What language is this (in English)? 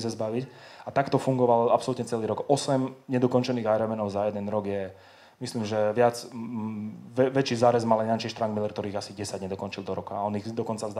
Slovak